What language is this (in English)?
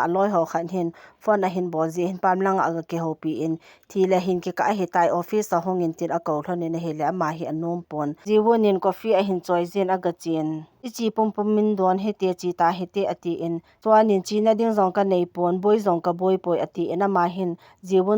Thado Chin